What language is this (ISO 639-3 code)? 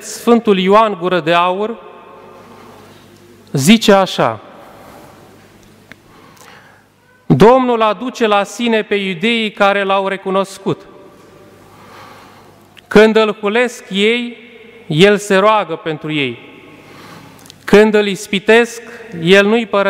ron